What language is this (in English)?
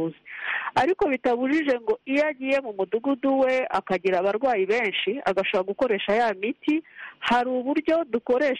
Kinyarwanda